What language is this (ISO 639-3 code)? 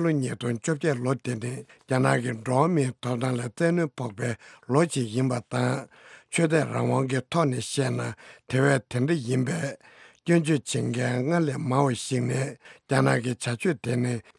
bod